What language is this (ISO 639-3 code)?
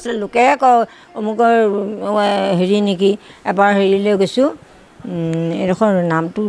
asm